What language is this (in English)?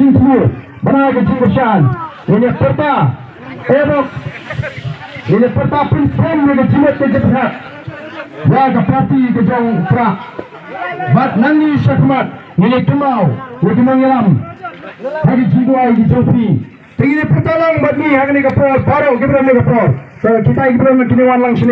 Malay